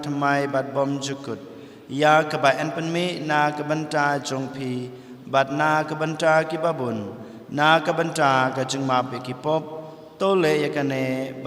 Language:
Khasi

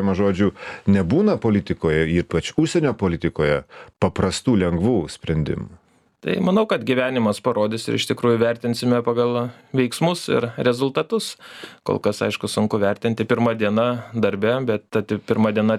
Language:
Lithuanian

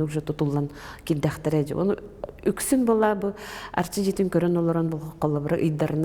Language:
Yakut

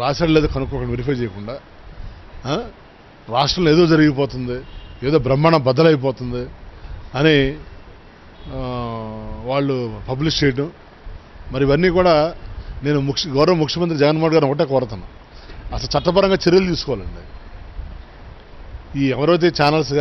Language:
Telugu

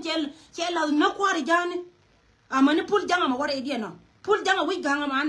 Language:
Nuer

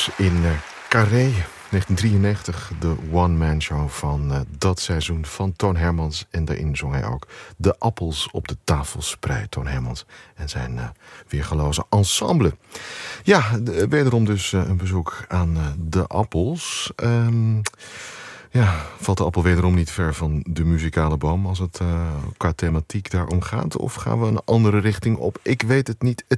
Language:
Dutch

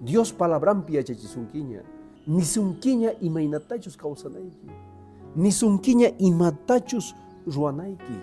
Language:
Quechua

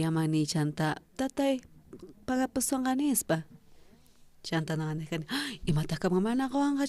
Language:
South Bolivian Quechua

